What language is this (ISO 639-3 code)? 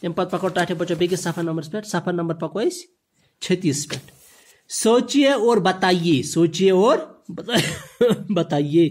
kas